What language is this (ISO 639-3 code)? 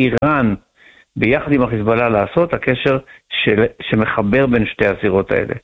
heb